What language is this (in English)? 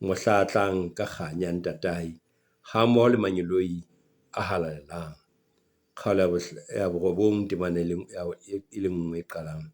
Southern Sotho